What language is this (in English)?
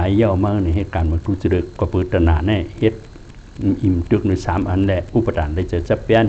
Shan